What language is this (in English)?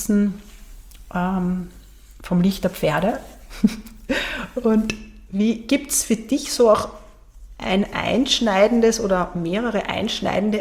German